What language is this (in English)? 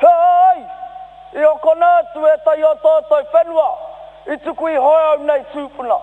Māori